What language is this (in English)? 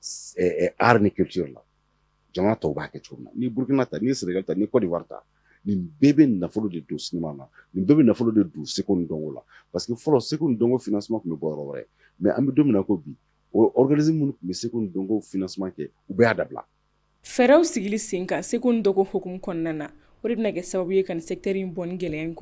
Bambara